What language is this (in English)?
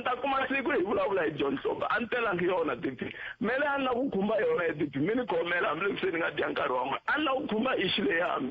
Tsonga